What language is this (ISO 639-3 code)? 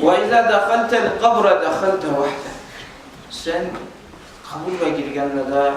kum